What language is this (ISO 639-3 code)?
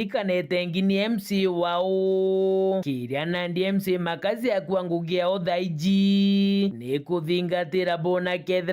mer